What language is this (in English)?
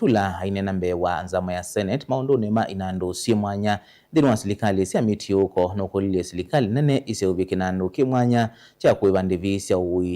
Kamba